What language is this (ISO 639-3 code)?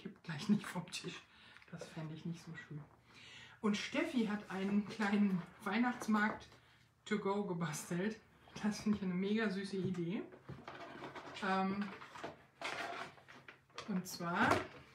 deu